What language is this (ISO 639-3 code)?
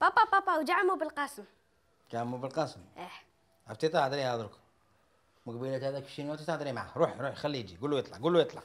arq